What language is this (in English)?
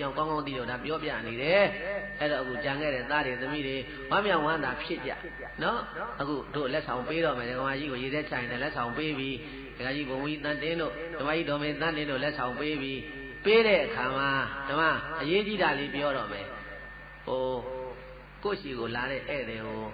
Burmese